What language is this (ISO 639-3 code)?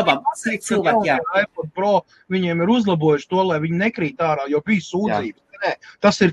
lav